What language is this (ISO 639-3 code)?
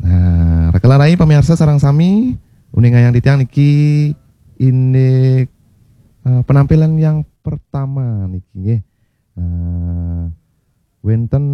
ban